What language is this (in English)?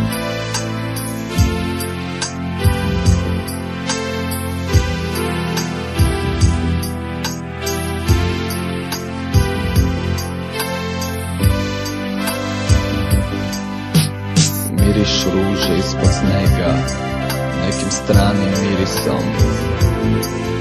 Serbian